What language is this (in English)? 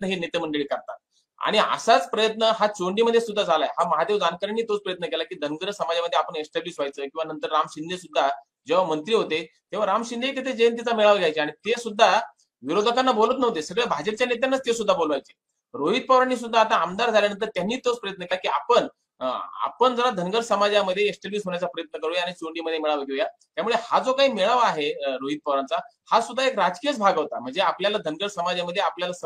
Marathi